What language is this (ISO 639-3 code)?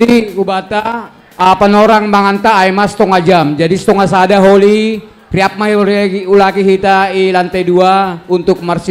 bts